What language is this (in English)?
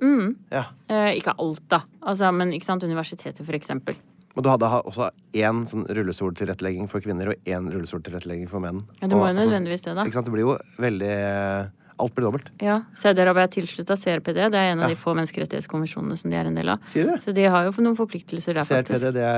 Norwegian